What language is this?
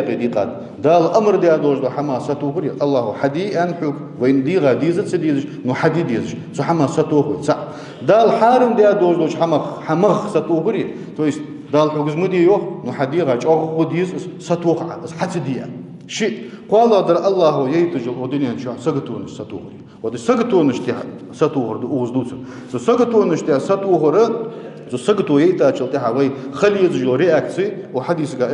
Ingush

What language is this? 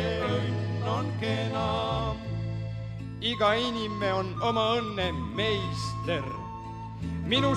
Estonian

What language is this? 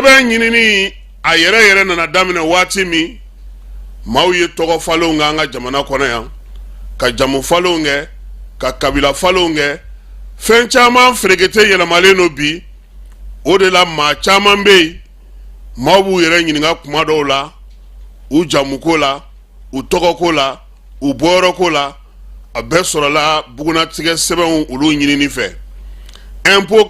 Bambara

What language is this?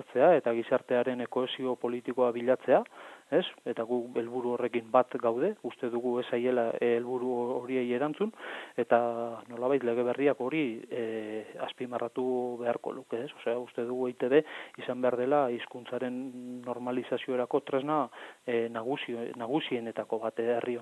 Basque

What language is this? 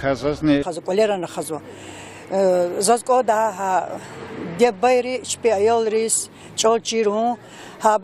Lezghian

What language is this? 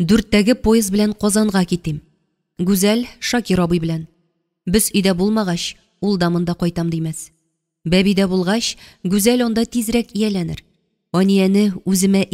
Tatar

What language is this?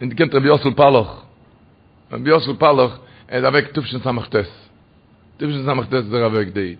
Yiddish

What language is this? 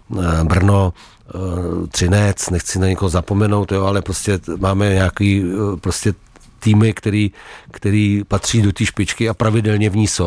Czech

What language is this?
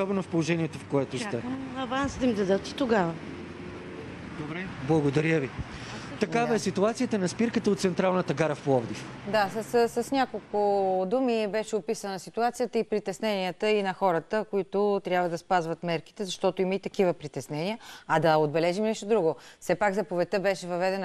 Bulgarian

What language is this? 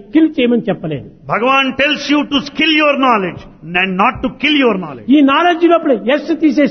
Telugu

